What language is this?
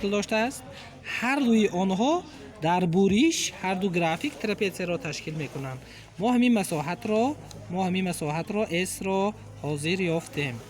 Tajik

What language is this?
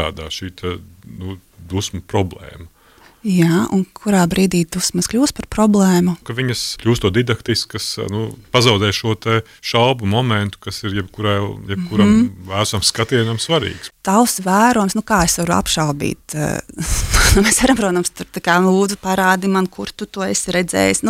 Latvian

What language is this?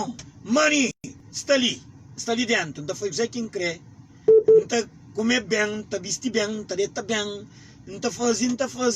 Kabuverdianu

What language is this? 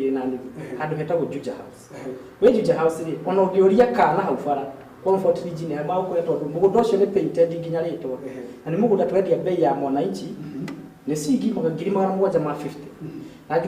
Kikuyu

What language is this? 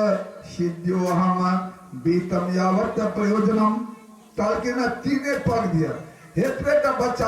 Maithili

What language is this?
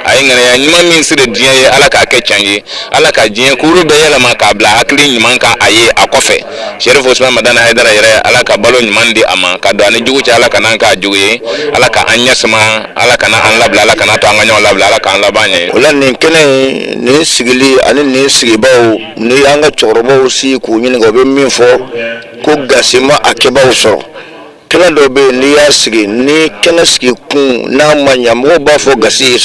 Bambara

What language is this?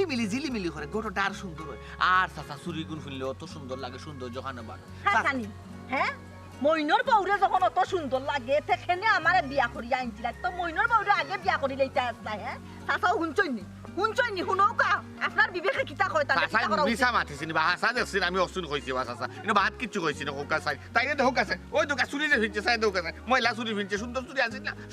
Sylheti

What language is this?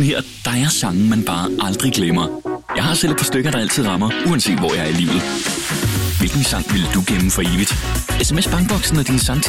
Danish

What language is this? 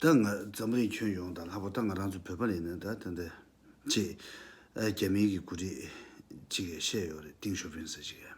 Tibetan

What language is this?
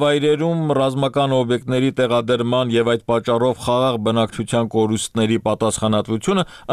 Armenian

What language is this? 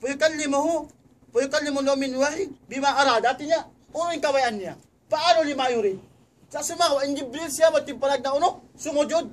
Tausug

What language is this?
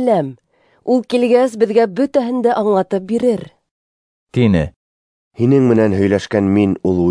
Bashkir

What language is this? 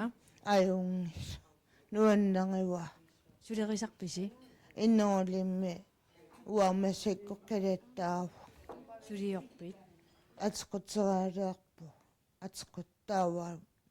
Kalaallisut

